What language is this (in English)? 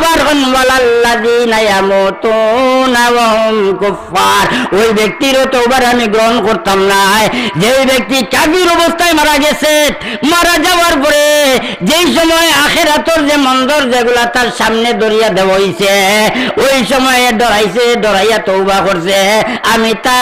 Sylheti